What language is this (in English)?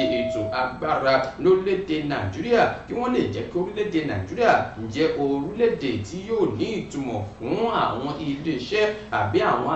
Yoruba